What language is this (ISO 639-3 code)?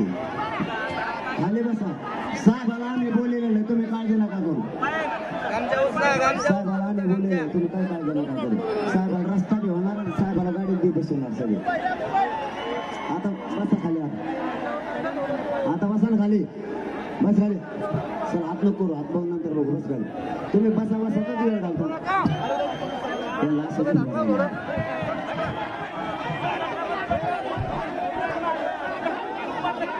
mar